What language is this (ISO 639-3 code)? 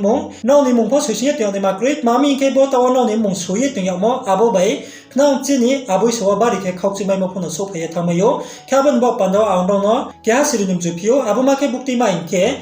ria